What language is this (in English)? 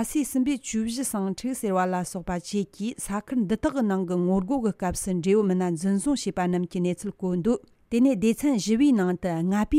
Tibetan